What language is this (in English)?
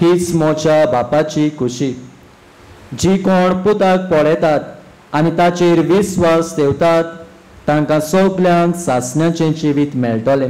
Konkani